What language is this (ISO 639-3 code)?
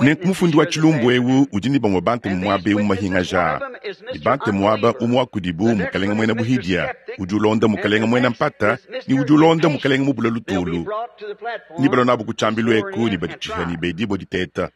lua